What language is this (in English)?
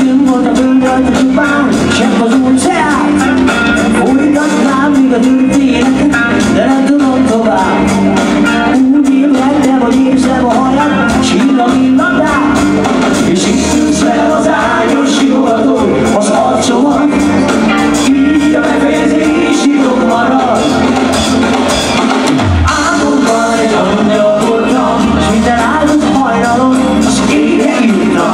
Hungarian